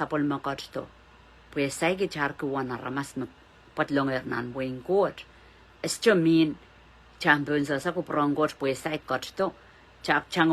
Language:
Pohnpeian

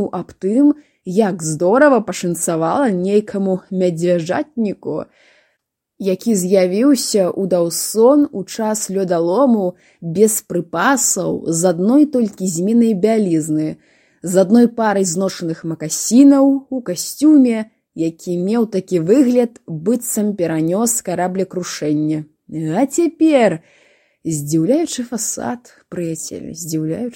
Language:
Belarusian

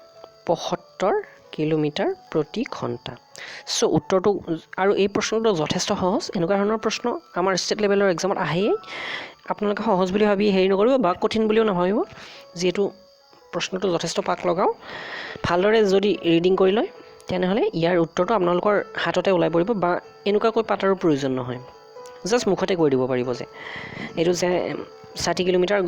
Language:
Assamese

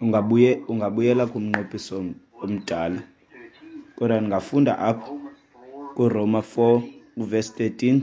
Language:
Xhosa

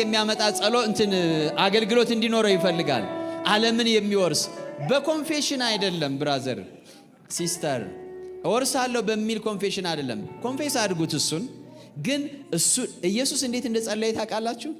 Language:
Amharic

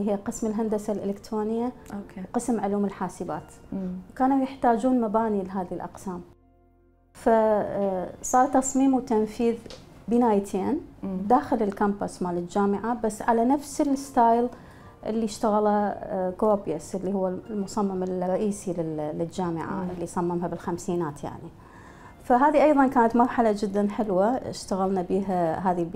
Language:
Mesopotamian Arabic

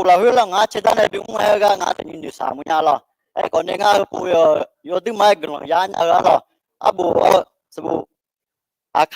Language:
Akha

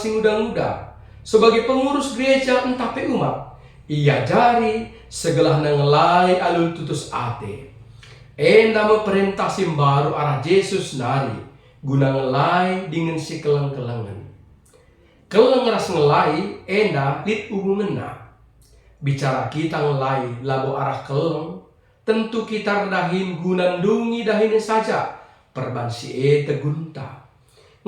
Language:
Batak Karo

